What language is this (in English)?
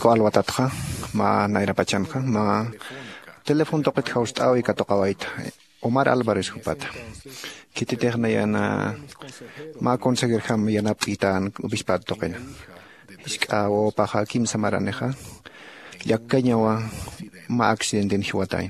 Aymara